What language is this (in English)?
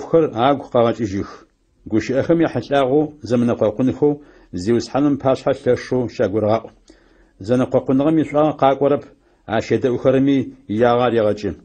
Adyghe